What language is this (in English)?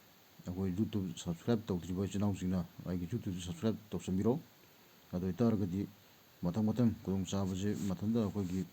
Manipuri